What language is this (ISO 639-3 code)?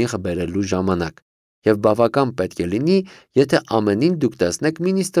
hye